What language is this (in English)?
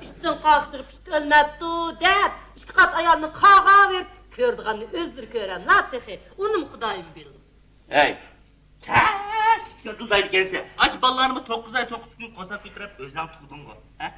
Uyghur